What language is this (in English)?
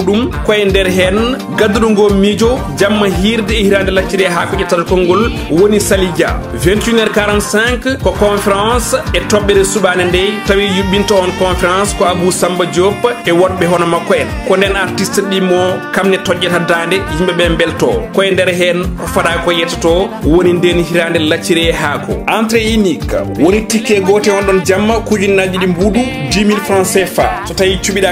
Fula